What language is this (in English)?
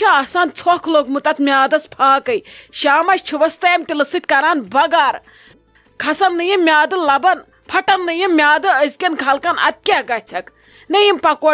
Kashmiri